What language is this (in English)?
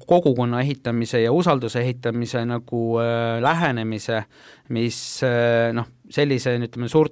Estonian